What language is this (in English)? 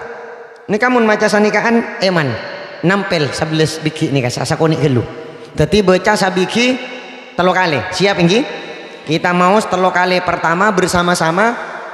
Madurese